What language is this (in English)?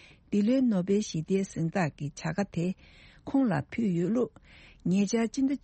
Tibetan